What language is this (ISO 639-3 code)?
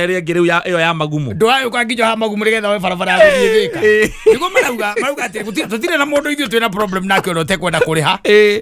kik